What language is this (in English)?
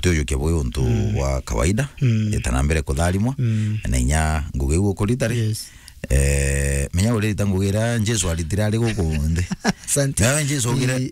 Meru